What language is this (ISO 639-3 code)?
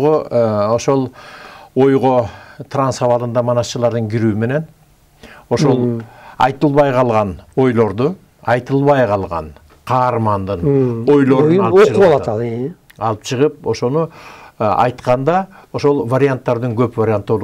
kir